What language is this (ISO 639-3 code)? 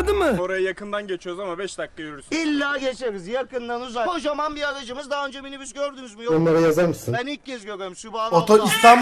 tur